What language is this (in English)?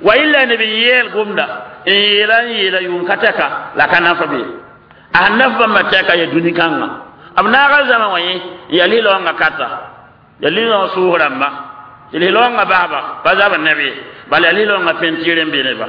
Mossi